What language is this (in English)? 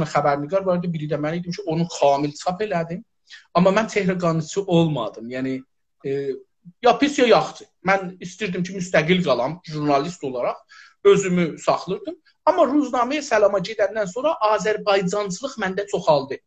South Azerbaijani